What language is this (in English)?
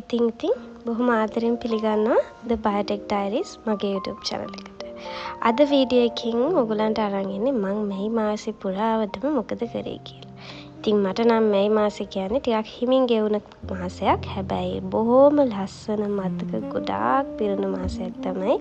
Sinhala